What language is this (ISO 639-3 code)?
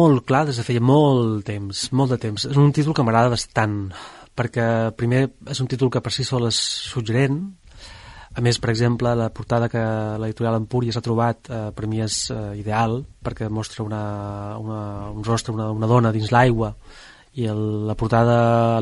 cat